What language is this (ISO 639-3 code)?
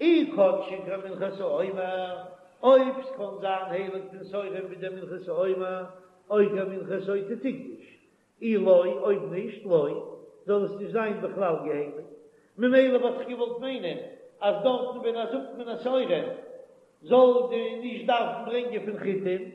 yid